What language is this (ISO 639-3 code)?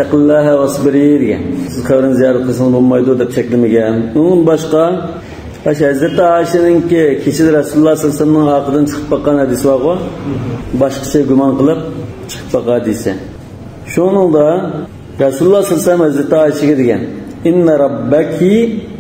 uig